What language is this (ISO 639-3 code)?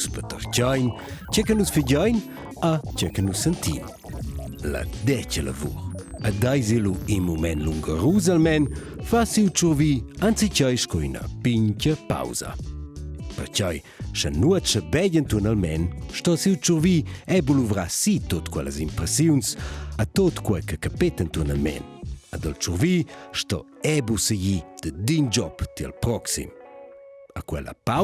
roh